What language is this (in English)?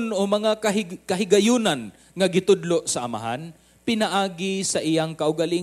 Cebuano